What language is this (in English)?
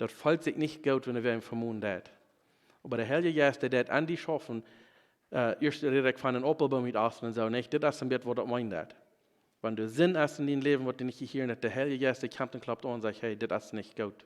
Plautdietsch